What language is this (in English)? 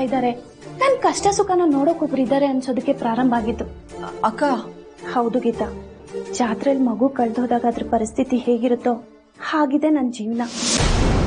Kannada